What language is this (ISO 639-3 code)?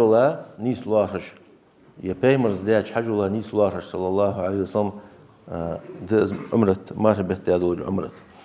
inh